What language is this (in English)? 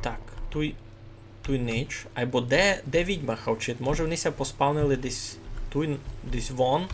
Rusyn